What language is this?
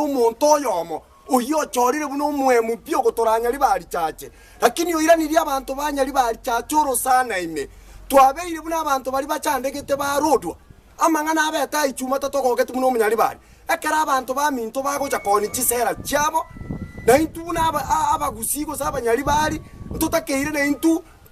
Gusii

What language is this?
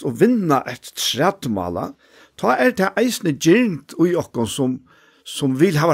Faroese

